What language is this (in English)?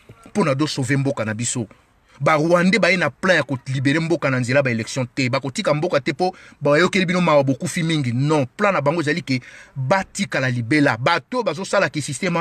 Lingala